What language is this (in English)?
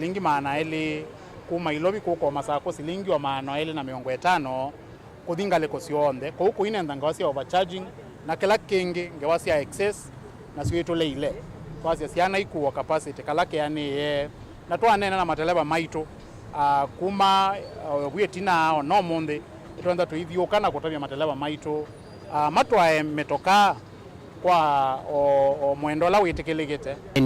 Kamba